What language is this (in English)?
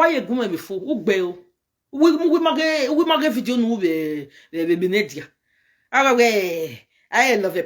Nigerian Pidgin